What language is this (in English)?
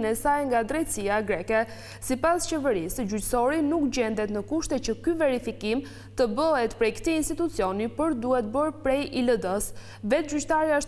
Albanian